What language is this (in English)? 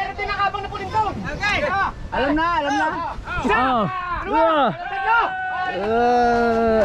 Filipino